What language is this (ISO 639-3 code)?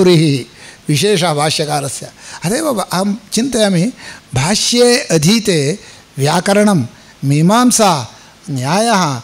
san